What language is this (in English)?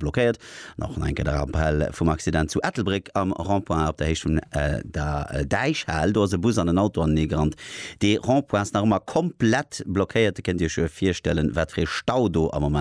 Luxembourgish